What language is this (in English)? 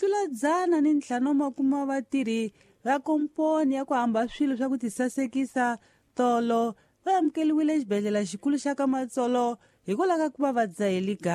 Tsonga